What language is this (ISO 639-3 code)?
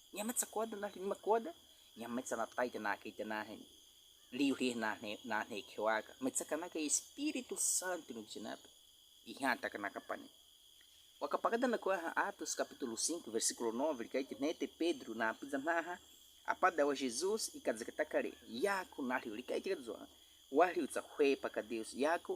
bwi